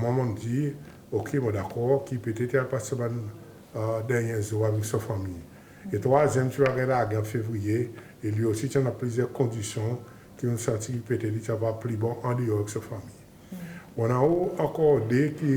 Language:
Seselwa Creole French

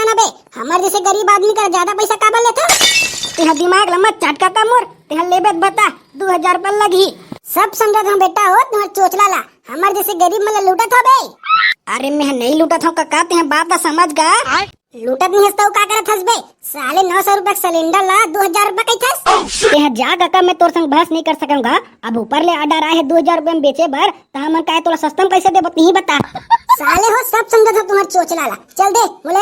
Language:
Chhattisgarhi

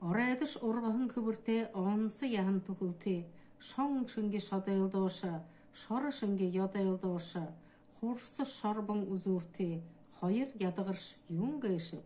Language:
Buriat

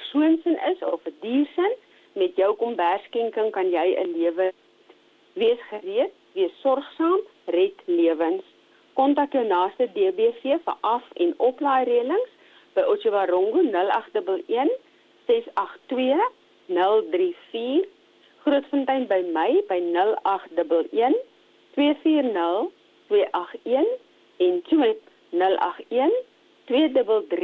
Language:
Afrikaans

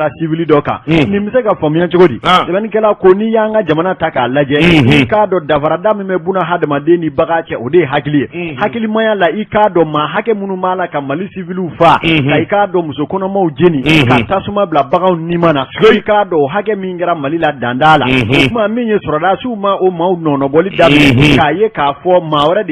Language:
Bambara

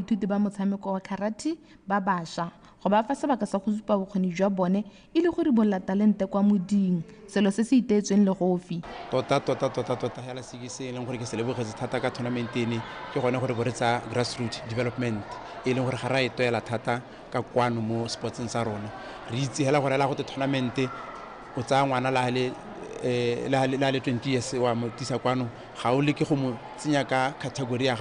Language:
Tswana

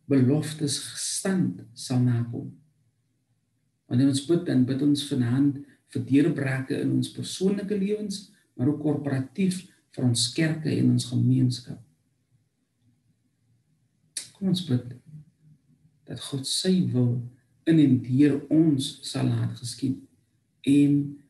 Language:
Afrikaans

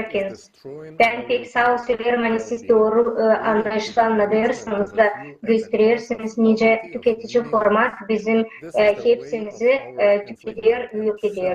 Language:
Gagauz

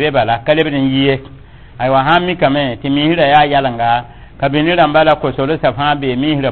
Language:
Mossi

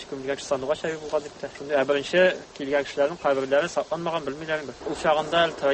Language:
Tatar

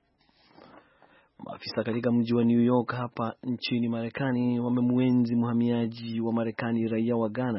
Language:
Swahili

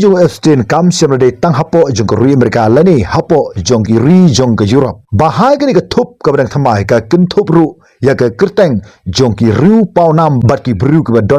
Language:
Khasi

